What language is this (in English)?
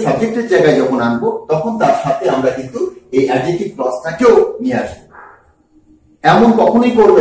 Bangla